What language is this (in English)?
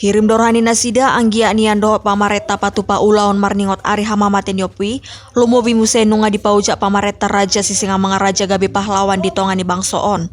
Batak Toba